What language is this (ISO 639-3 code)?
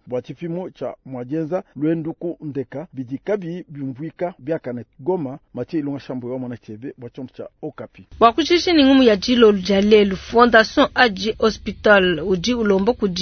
lua